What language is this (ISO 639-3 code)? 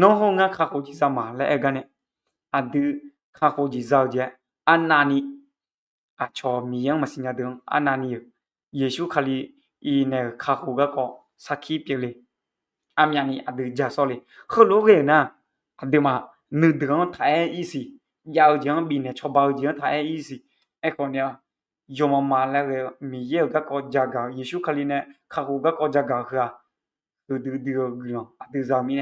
ahk